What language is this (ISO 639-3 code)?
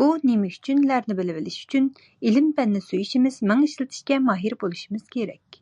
uig